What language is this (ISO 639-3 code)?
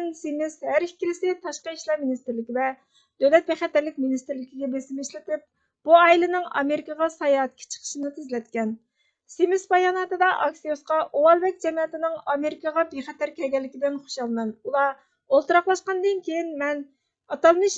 uig